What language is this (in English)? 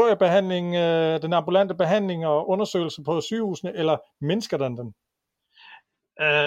Danish